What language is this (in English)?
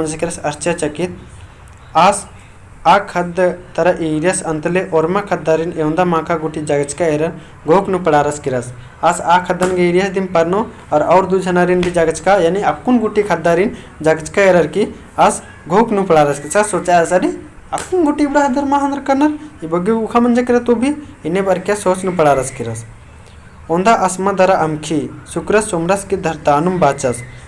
Kurukh